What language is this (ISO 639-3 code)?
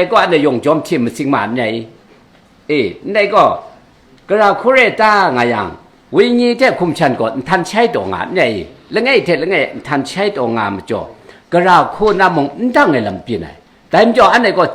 kac